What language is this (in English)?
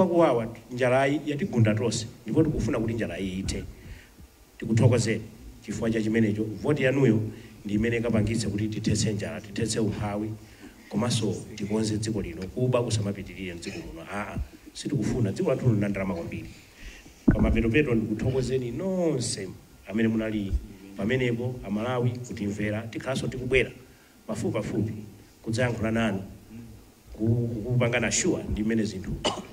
Nyanja